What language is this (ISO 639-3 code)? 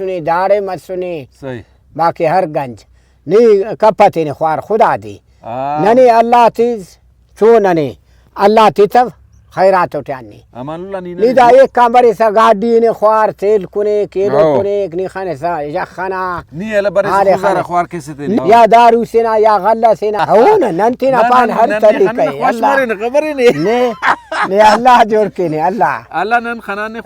brh